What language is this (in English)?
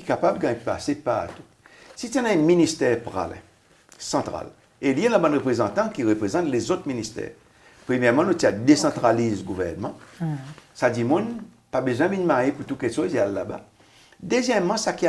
Seselwa Creole French